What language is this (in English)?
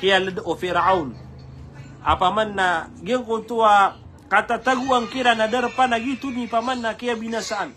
Maranao